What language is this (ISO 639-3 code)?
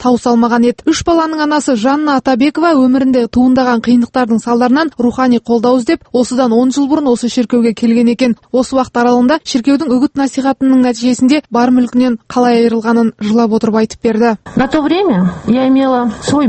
kaz